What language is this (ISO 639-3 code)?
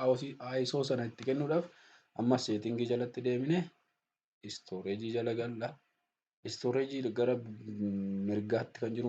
orm